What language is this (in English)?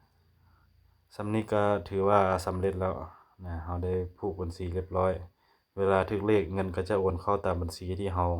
Lao